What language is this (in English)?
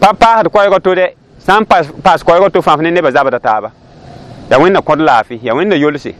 Mossi